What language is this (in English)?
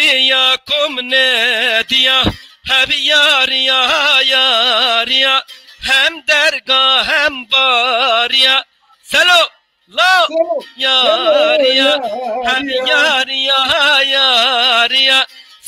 Zaza